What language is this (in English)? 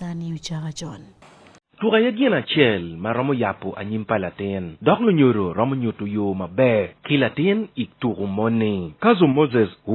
Acoli